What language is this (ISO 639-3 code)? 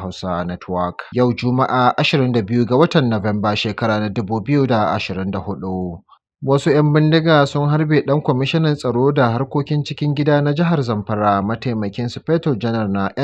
hau